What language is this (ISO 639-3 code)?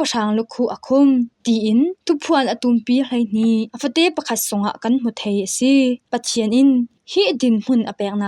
cfm